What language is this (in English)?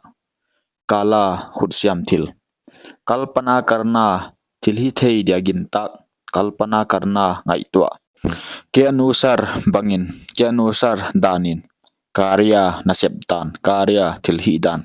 Paite Chin